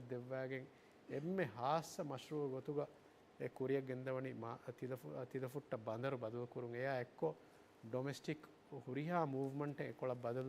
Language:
Divehi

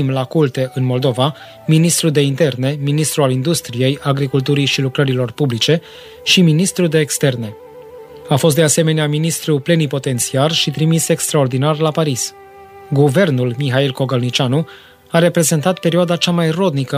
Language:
Romanian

